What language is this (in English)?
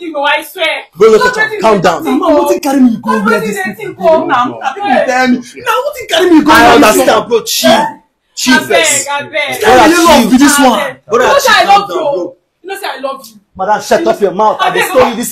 Nigerian Pidgin